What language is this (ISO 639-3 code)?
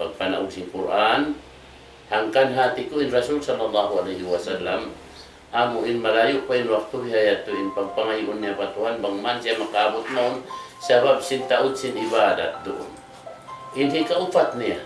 tsg